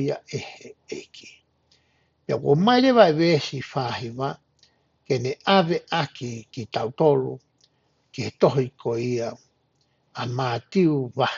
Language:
Tongan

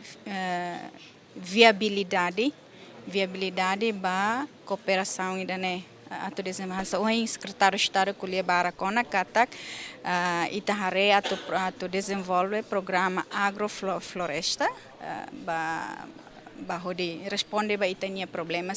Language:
Tetum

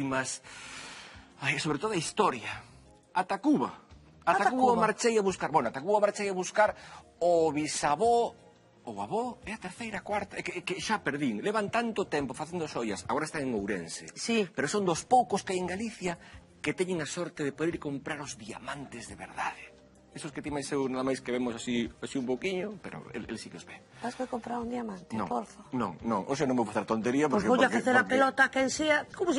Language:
Galician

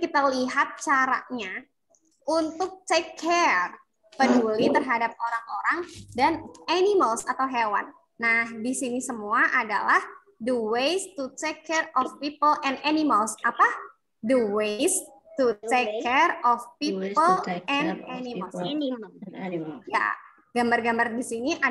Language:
Indonesian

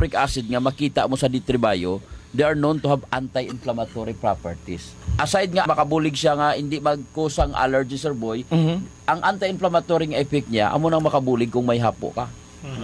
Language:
Hiligaynon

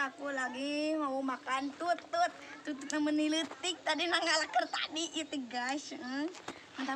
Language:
Sundanese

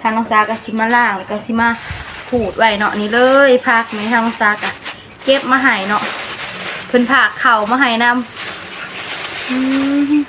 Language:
Northeastern Thai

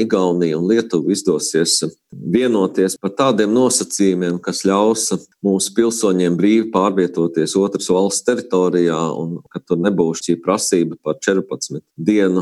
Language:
Latvian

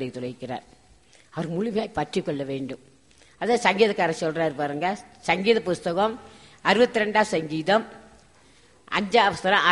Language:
Tamil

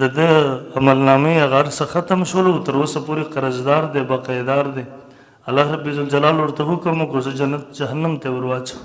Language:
Pashto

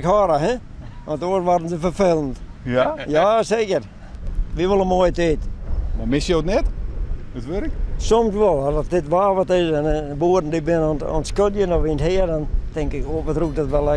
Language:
Western Frisian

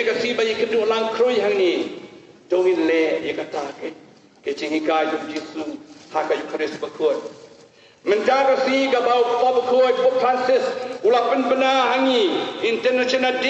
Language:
Khasi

